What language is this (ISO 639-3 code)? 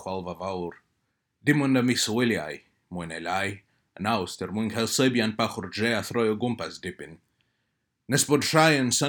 cym